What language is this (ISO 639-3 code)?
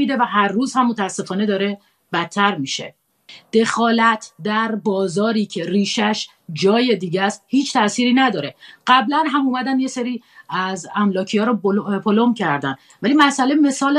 fas